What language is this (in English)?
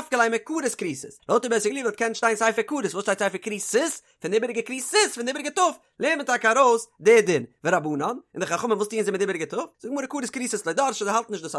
Yiddish